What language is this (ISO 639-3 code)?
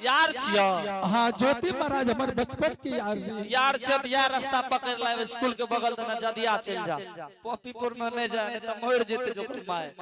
anp